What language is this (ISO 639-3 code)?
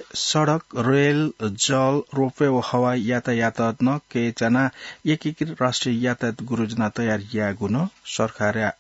new